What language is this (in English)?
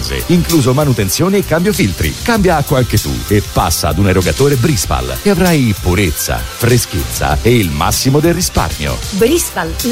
Italian